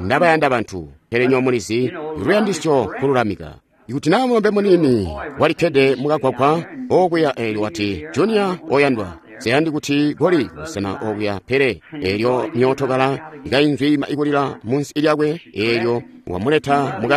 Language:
Tonga (Zambia)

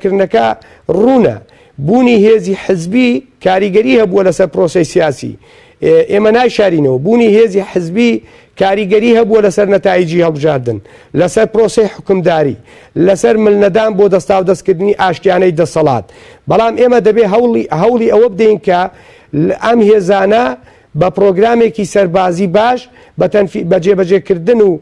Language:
Central Kurdish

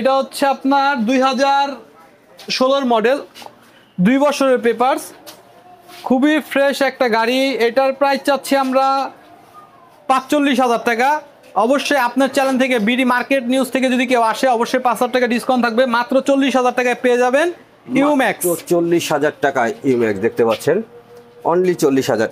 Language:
Bangla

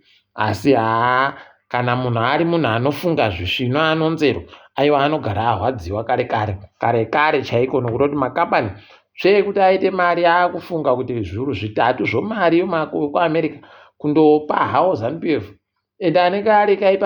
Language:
Ndau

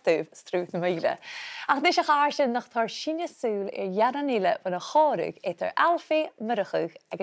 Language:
Scottish Gaelic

